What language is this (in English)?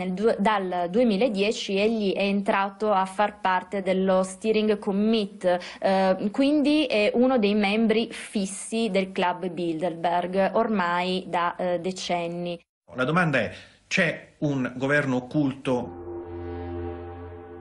Italian